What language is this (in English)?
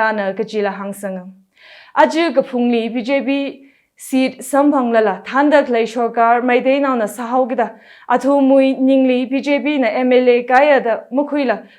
Tangkhul Naga (India)